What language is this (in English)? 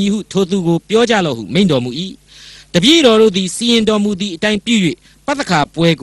Burmese